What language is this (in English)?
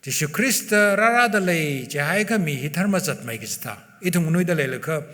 Tangkhul Naga (India)